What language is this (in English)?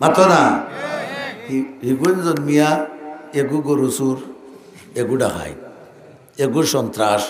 Sylheti